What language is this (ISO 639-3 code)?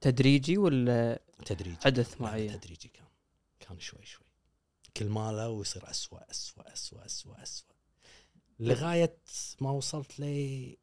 afb